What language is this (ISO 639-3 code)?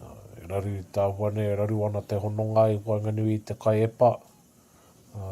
mri